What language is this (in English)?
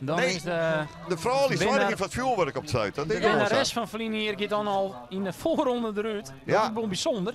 Western Frisian